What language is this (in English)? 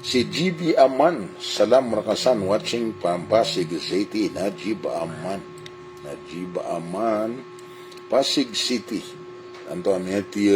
Maranao